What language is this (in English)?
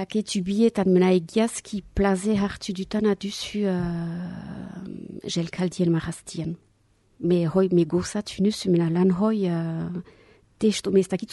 Basque